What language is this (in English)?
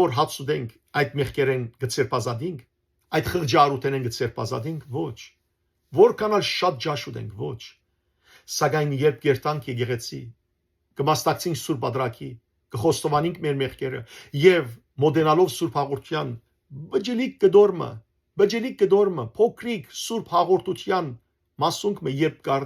Western Armenian